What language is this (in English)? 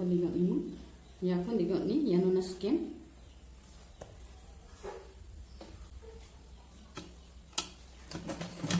Garo